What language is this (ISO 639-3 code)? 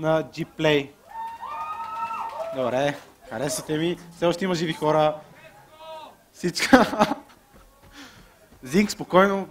bul